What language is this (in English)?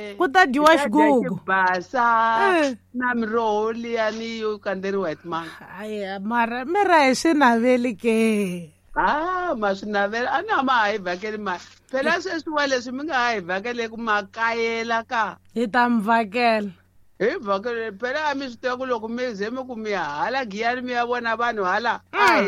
Tsonga